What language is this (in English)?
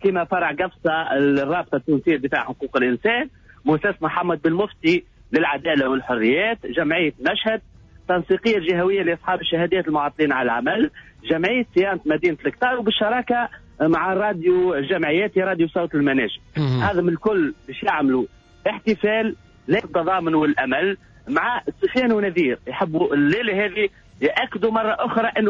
Tunisian Arabic